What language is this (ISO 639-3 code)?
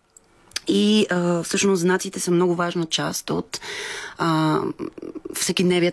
bul